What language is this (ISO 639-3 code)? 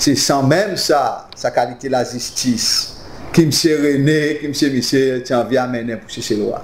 crs